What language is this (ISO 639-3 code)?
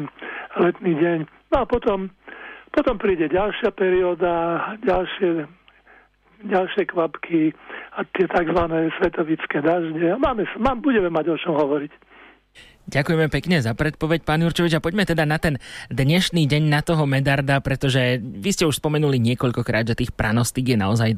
slk